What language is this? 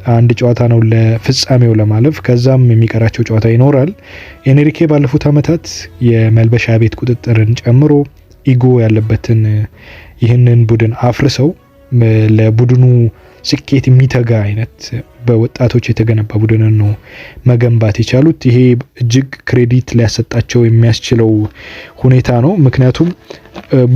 Amharic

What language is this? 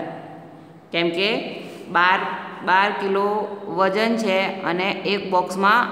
Gujarati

